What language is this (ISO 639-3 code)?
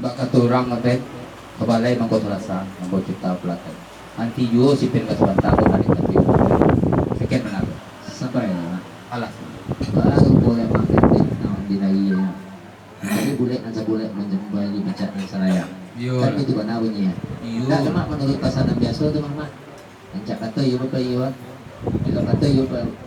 min